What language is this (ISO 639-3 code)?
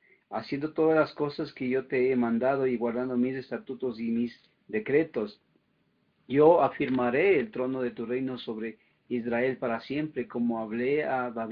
spa